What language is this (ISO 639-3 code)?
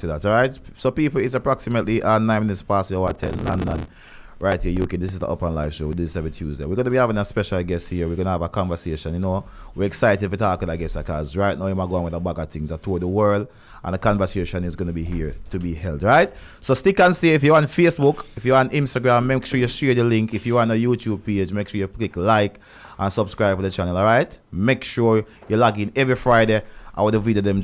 jam